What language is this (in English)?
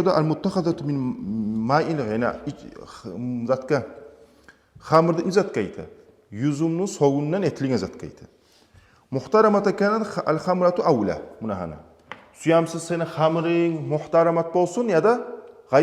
Kumyk